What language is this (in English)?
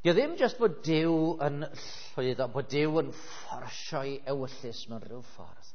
Welsh